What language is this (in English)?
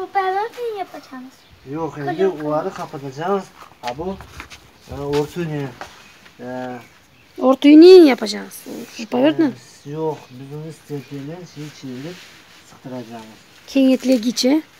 Crimean Tatar